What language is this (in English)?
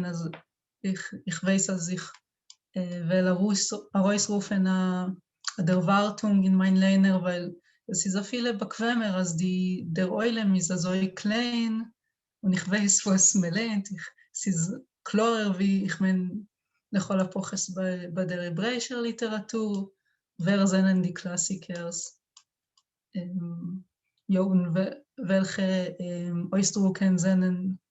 Yiddish